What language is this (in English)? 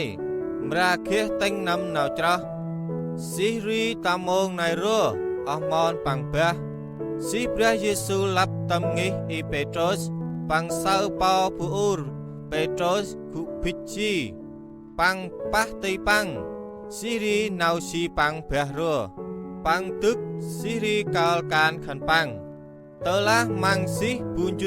Central Mnong